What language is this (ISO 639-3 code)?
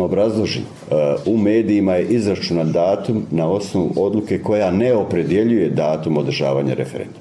hrv